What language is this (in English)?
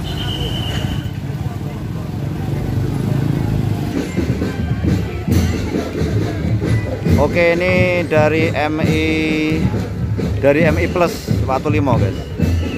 Indonesian